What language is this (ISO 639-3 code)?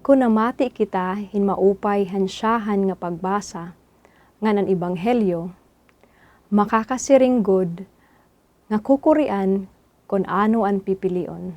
war